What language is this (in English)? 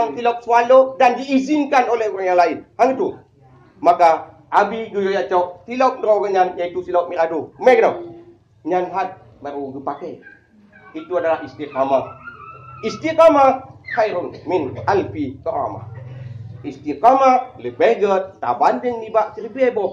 Achinese